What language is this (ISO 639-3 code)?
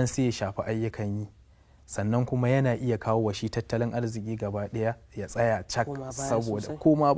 hau